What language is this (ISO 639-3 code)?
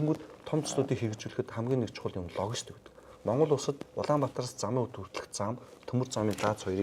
mon